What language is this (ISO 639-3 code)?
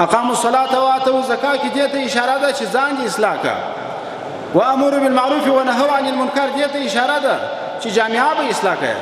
pus